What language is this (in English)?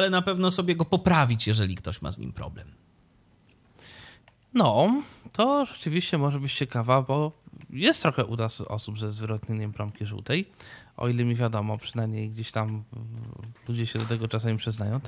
Polish